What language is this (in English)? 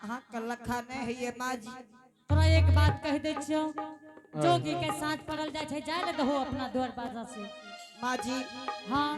Angika